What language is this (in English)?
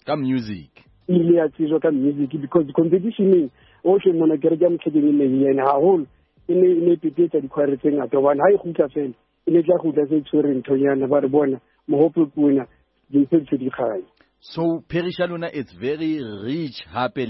Southern Sotho